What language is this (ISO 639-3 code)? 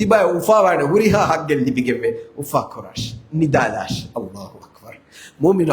div